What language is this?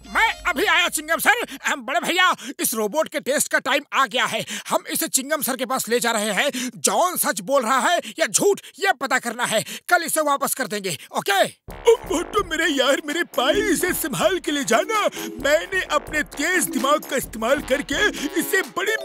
Hindi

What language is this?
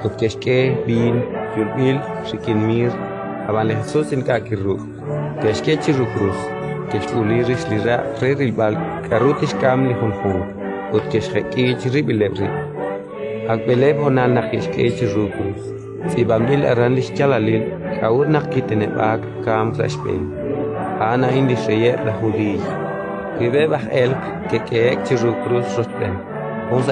Kekchí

